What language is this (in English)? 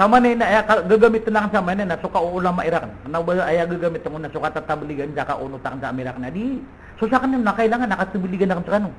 Maranao